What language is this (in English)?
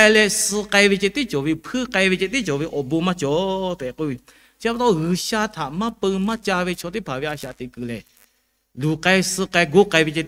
Lahu